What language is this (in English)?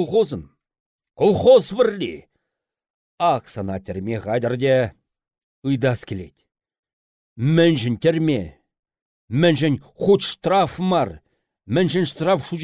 Chuvash